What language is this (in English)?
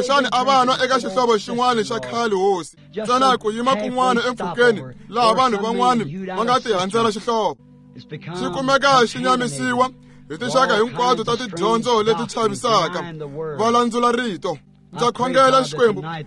Tsonga